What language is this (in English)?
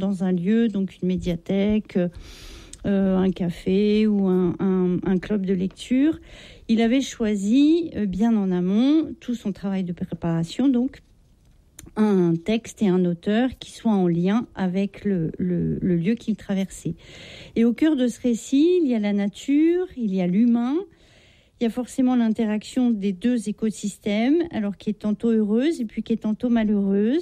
French